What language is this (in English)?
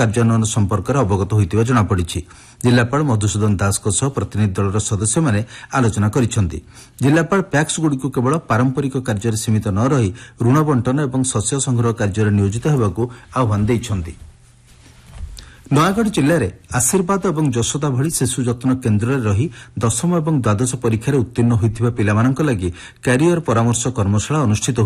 Odia